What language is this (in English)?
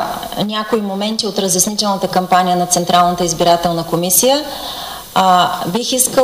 Bulgarian